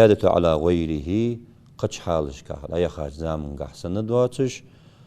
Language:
Ingush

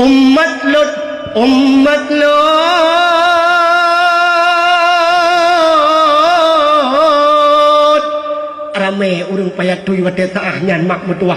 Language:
Achinese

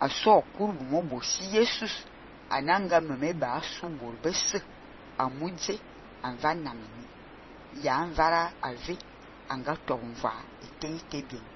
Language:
Fang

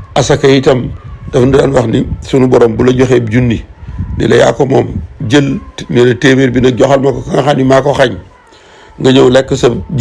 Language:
Wolof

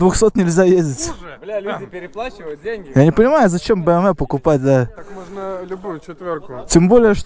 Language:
Russian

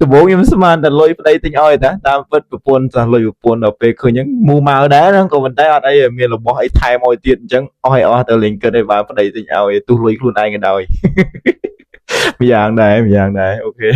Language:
Khmer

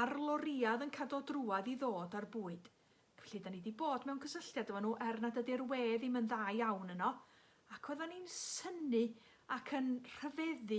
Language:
Welsh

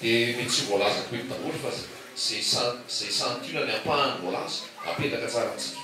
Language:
Malagasy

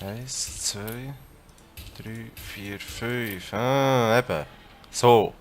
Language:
Swiss German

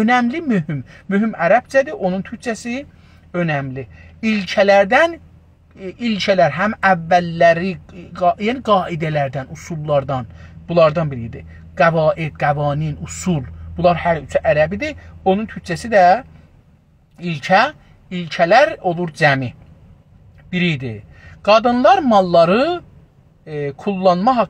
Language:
South Azerbaijani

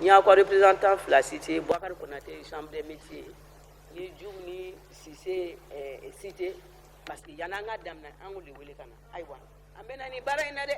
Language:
Bambara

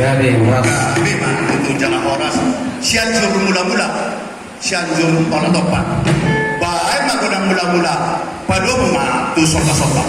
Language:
Batak Toba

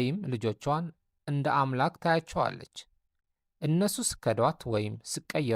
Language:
Amharic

